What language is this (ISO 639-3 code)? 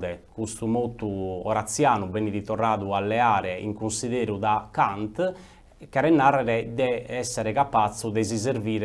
srd